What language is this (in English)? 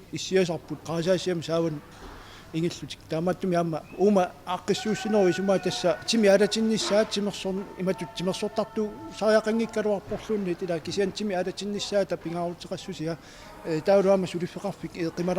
Kalaallisut